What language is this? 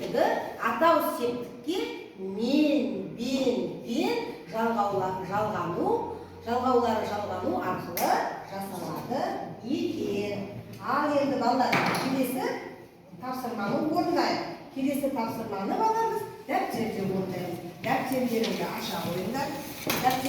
Kazakh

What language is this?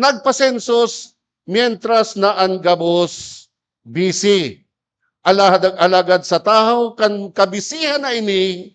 Bikol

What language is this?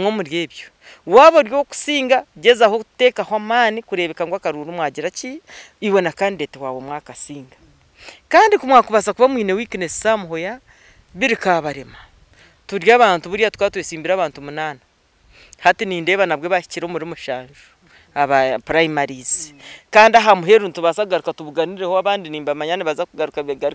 Nyankole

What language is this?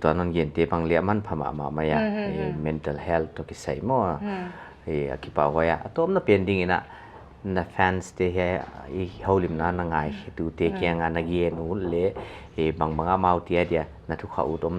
Paite Chin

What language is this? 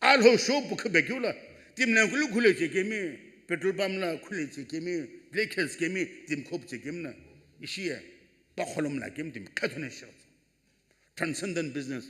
Sumi Naga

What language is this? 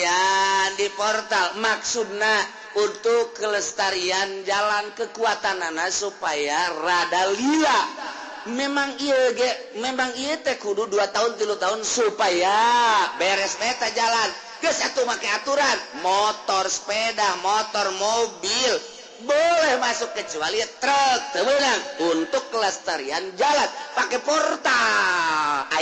Sundanese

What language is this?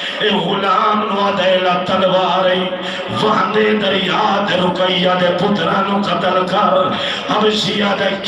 Saraiki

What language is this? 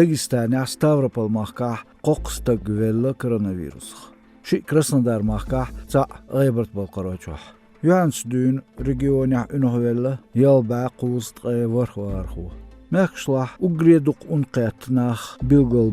Chechen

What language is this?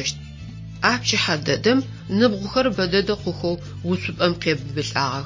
Adyghe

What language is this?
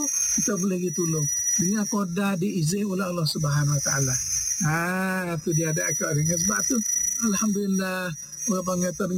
Malay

